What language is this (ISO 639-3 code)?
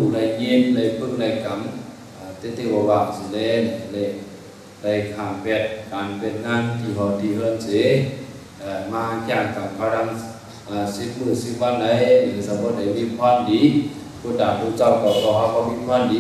shn